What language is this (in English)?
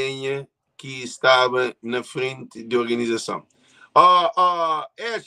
Kabuverdianu